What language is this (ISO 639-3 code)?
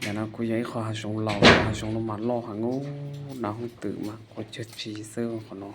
hmn